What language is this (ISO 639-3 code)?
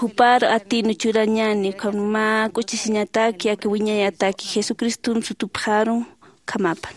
aym